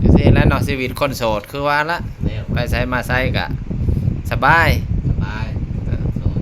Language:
Lao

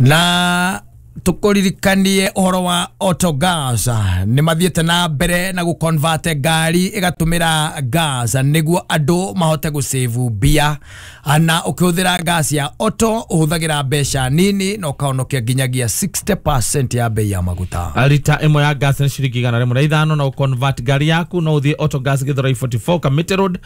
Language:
Kikuyu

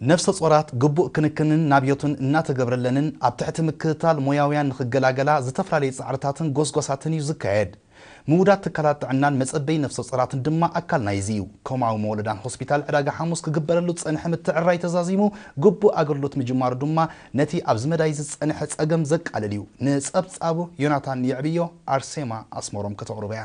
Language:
Tigrinya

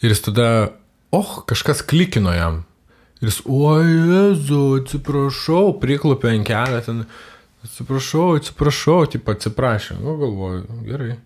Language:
Lithuanian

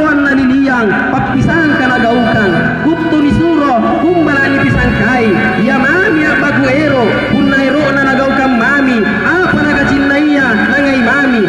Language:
Makasar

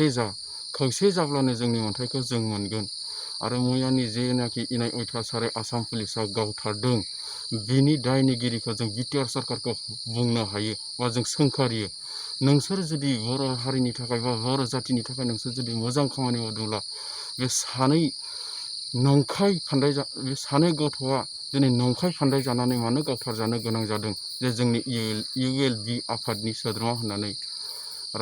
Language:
Bodo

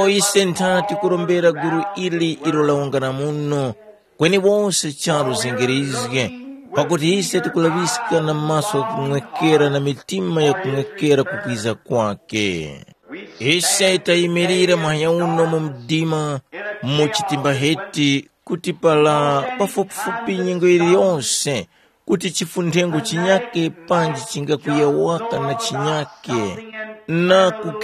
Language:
Tumbuka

